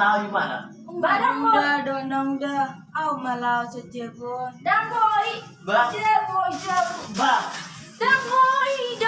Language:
Batak Toba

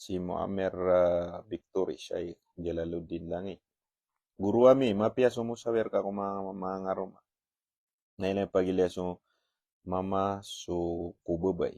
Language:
Maranao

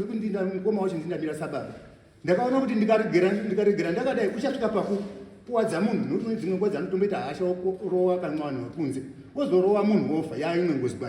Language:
Shona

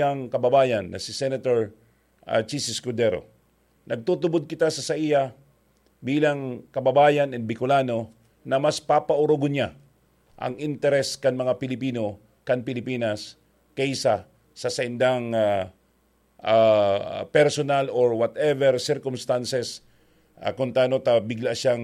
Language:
Bikol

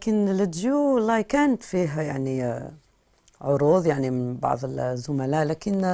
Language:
Algerian Arabic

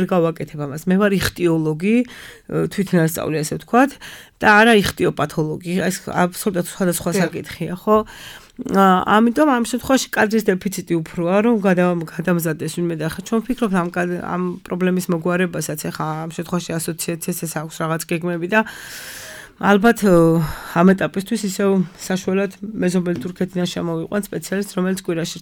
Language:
Georgian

